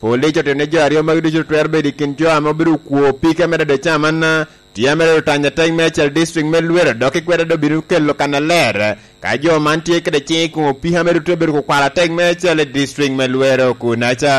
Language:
Lango (Uganda)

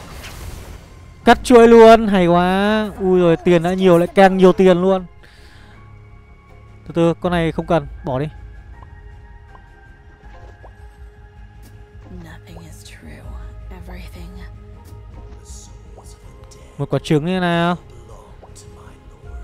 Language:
Vietnamese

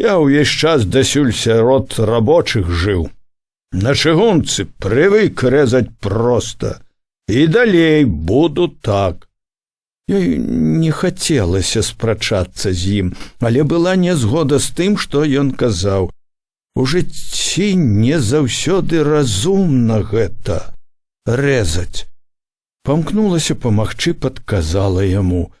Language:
Belarusian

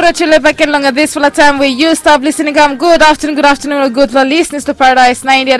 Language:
Bislama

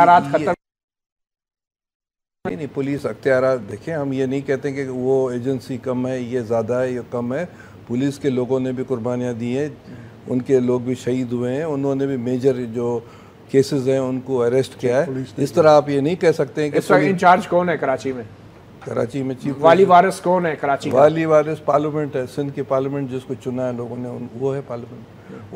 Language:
Urdu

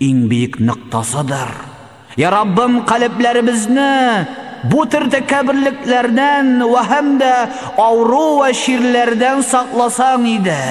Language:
Tatar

